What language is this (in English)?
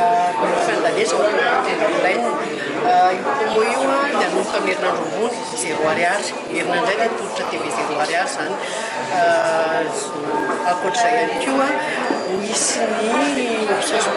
Malagasy